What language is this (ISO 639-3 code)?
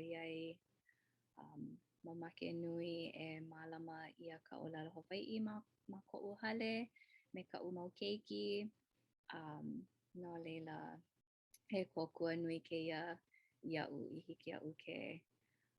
haw